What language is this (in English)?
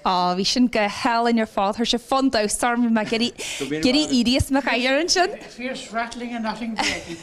Irish